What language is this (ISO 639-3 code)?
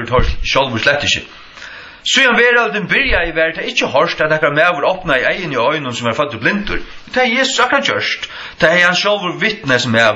fao